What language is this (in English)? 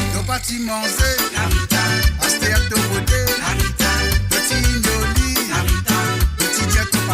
Morisyen